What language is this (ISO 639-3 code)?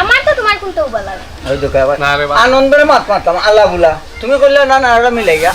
syl